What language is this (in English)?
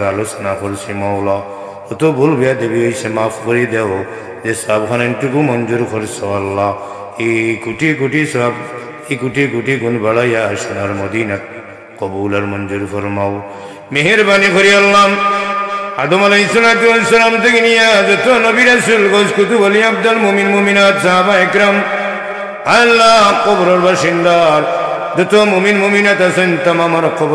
Sylheti